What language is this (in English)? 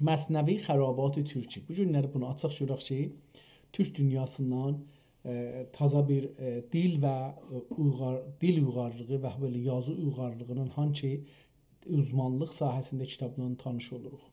South Azerbaijani